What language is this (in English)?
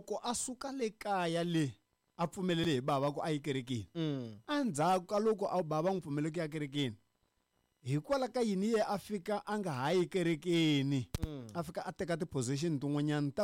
Tsonga